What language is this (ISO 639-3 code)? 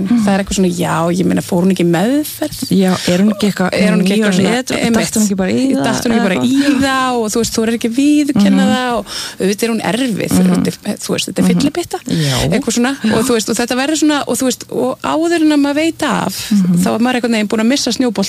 isl